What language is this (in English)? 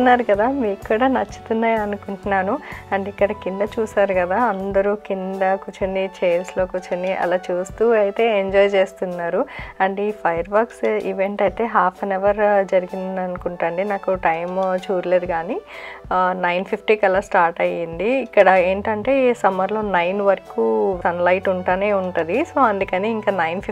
Telugu